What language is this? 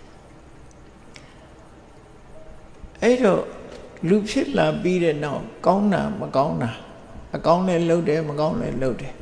Burmese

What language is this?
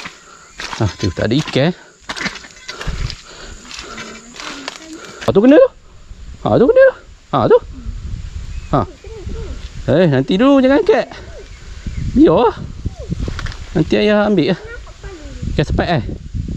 Malay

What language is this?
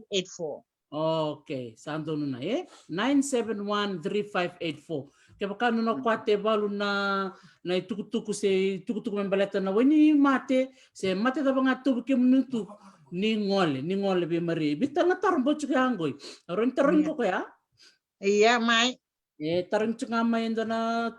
Fijian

